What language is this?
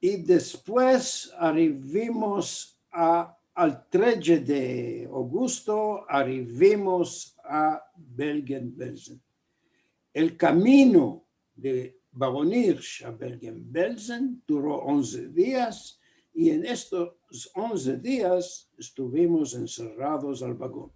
Ladino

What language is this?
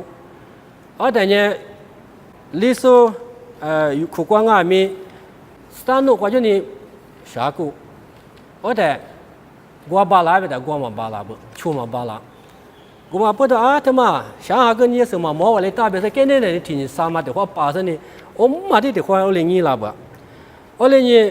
Lisu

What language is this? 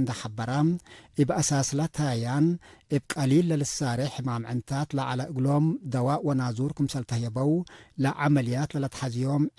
Tigre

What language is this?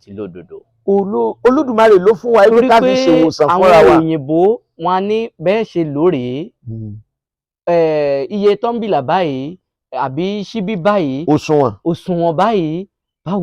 Yoruba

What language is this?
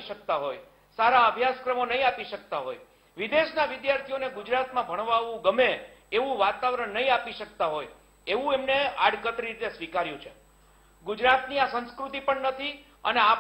Gujarati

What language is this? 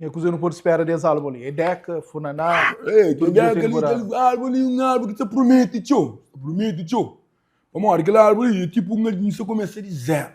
Kabuverdianu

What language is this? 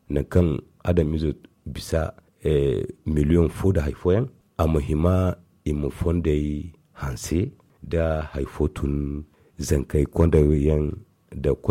Zarma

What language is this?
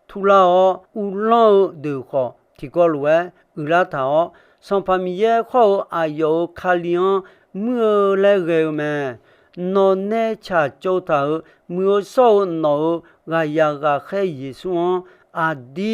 Akha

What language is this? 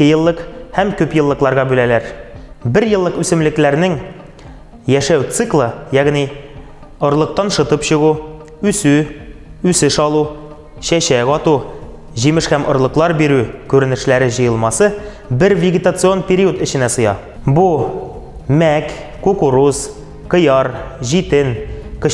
Tatar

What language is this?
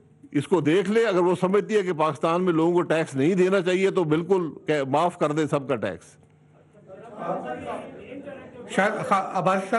Urdu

